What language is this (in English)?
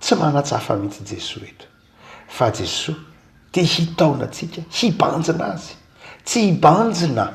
Malagasy